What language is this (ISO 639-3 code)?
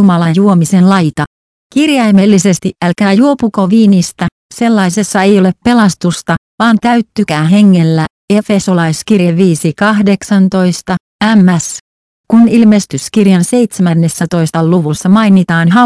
fin